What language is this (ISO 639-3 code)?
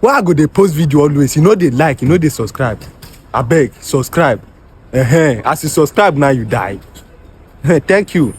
pcm